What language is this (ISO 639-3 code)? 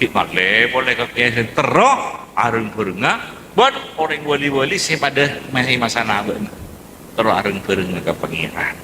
mad